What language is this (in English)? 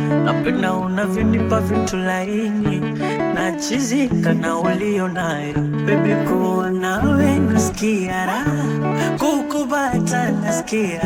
Swahili